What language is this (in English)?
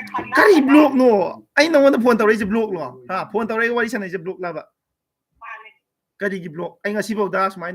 Manipuri